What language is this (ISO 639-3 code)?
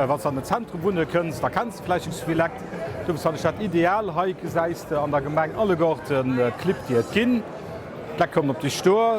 ltz